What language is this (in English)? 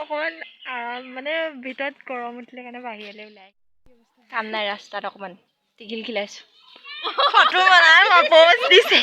Assamese